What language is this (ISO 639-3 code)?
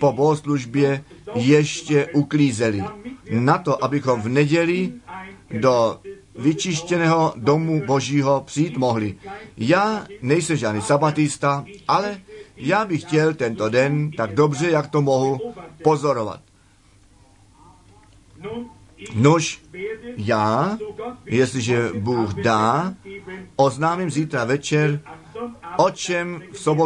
ces